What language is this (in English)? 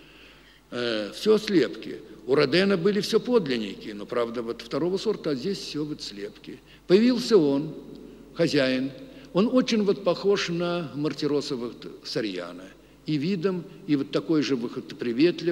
Russian